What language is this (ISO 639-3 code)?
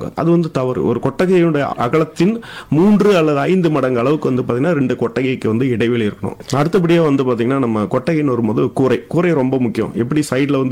tam